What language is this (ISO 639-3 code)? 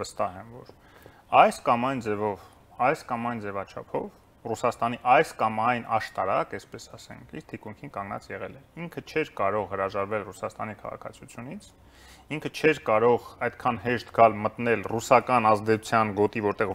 hye